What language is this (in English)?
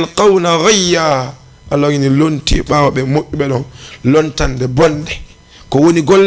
Fula